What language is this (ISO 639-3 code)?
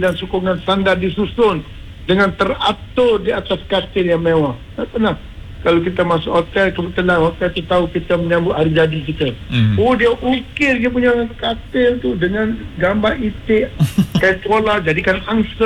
msa